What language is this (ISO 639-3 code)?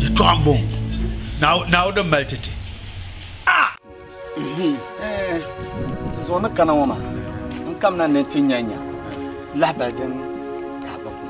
dag